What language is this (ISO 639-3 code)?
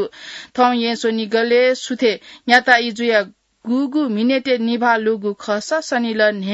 new